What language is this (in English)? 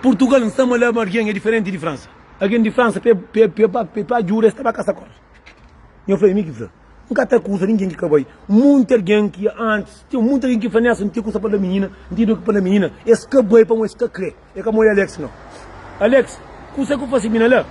Kabuverdianu